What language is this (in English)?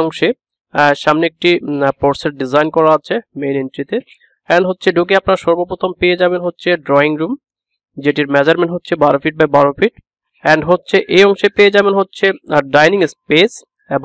Bangla